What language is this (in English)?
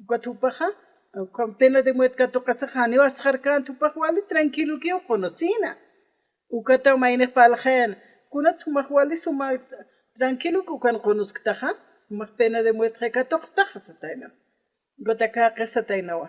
Aymara